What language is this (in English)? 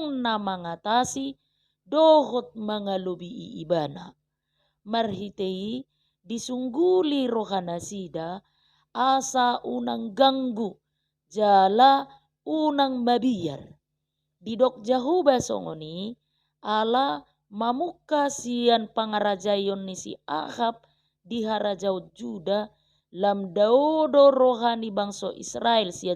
Batak Toba